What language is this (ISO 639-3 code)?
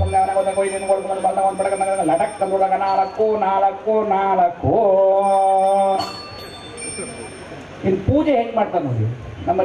kan